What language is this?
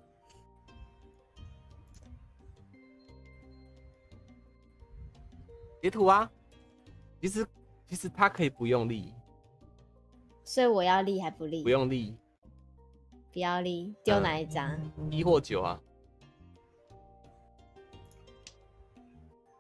Chinese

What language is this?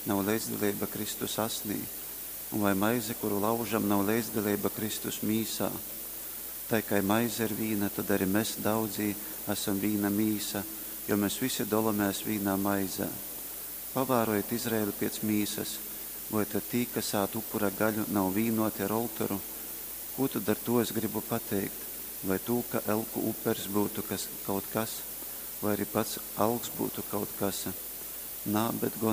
Latgalian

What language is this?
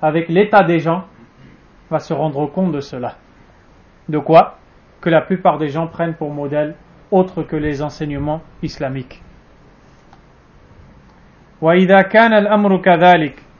French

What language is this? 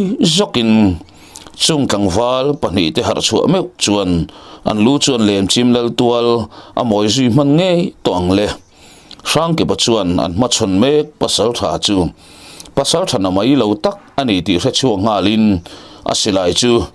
Mizo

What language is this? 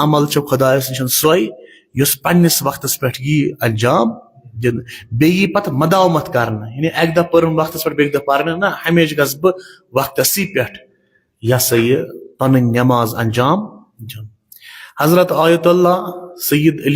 Kashmiri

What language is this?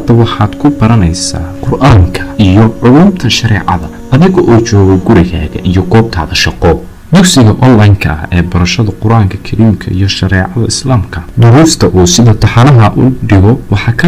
Somali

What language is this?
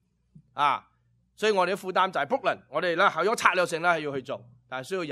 Cantonese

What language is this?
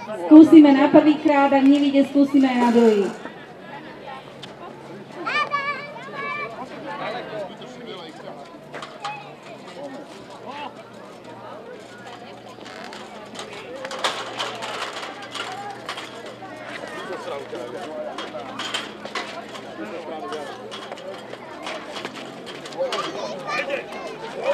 Slovak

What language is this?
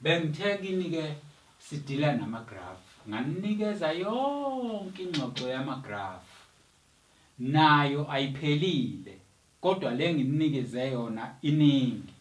Zulu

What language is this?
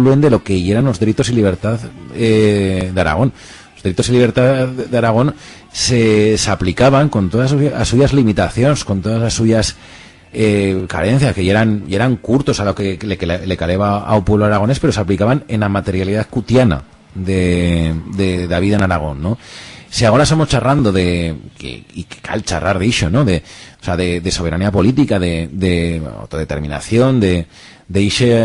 Aragonese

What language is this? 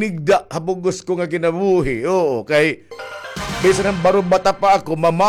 Waray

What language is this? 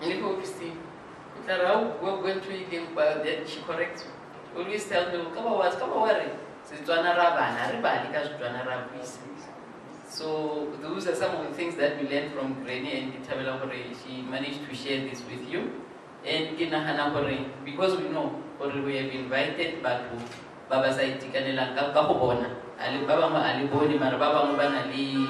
Tswana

